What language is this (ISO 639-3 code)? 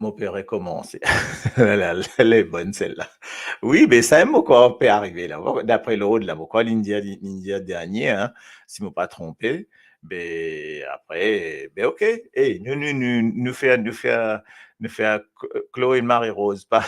mfe